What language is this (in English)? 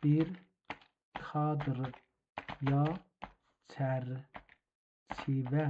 South Azerbaijani